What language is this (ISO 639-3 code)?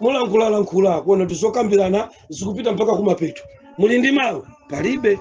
nya